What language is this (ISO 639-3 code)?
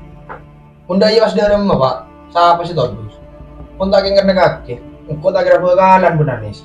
mad